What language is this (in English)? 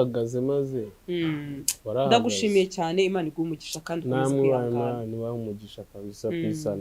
Kinyarwanda